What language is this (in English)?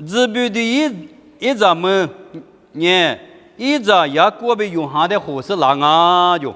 Lisu